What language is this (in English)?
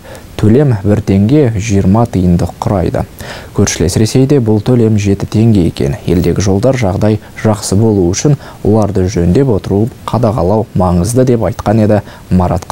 Kazakh